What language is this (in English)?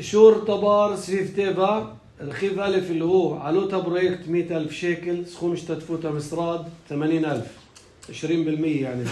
North Levantine Arabic